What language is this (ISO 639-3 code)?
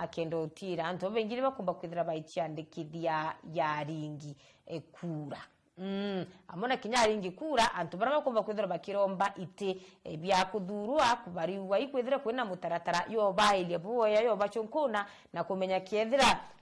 mer